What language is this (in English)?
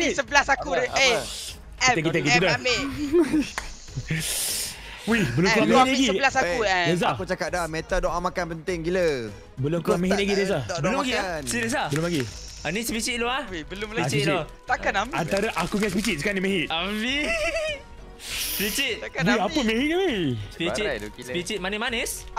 Malay